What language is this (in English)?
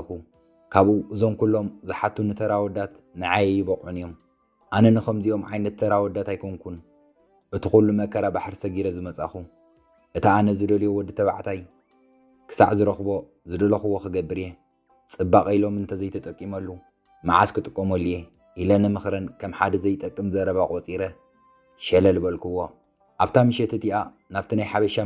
Tigrinya